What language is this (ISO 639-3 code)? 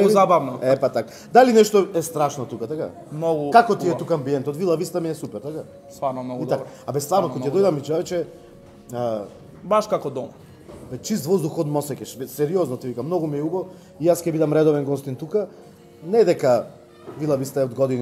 mkd